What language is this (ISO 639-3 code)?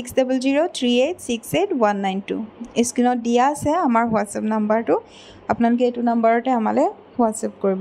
asm